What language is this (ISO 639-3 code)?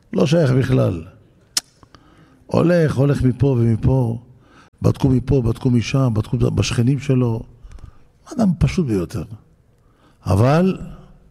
heb